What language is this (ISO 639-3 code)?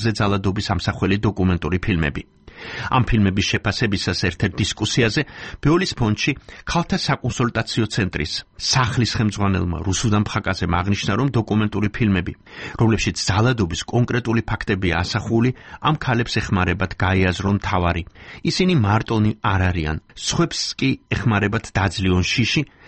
kat